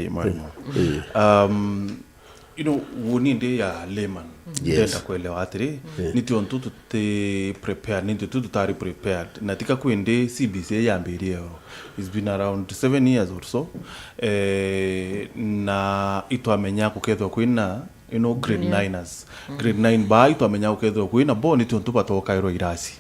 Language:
Meru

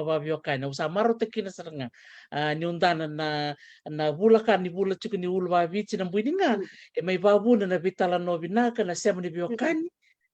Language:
Fijian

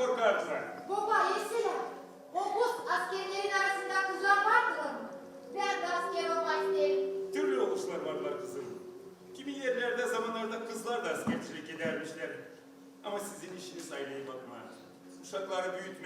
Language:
Gagauz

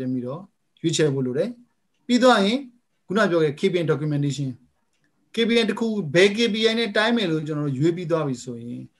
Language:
Burmese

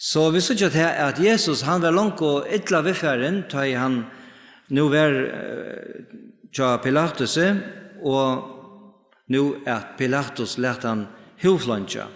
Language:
Faroese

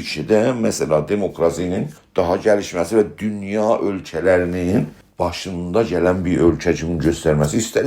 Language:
South Azerbaijani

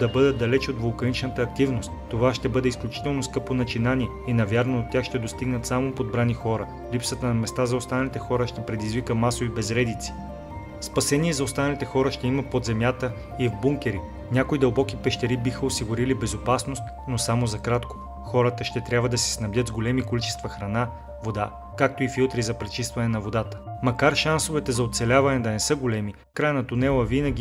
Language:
Bulgarian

